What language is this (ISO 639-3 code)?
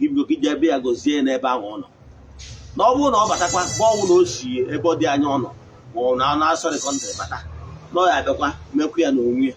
ibo